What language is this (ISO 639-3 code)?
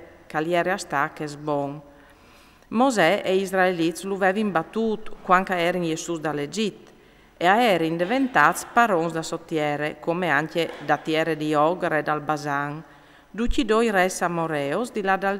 fur